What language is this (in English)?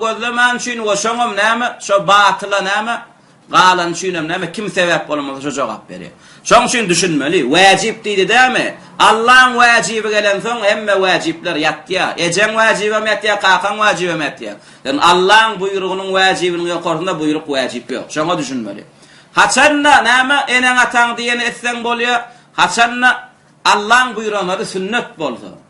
Turkmen